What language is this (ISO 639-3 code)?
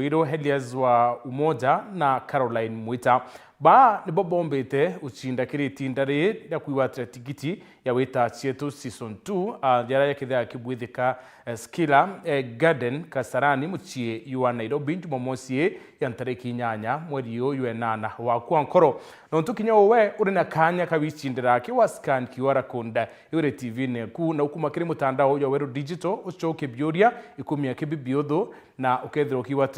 mer